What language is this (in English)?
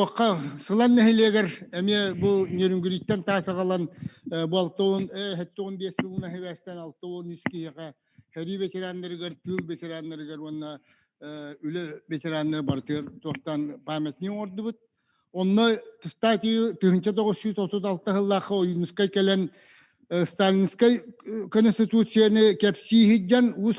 Yakut